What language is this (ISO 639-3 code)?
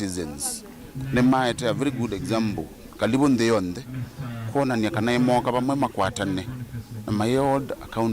kam